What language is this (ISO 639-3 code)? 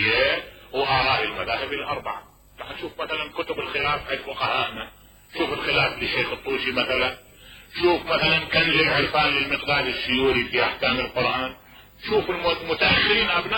acm